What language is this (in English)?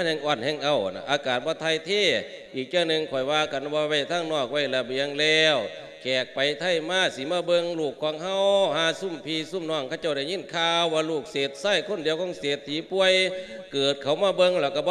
Lao